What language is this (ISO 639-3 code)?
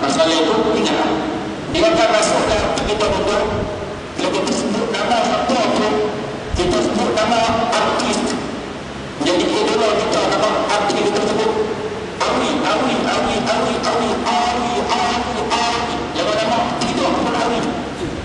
msa